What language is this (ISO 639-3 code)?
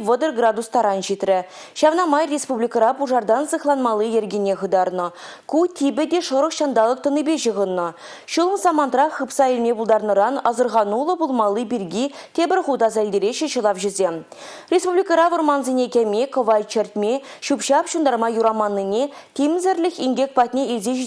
chv